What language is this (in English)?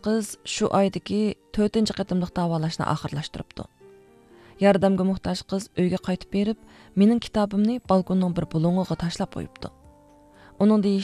Uyghur